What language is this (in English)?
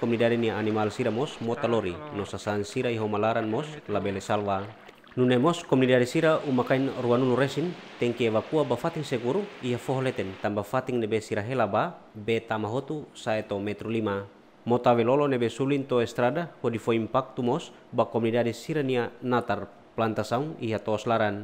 Tetum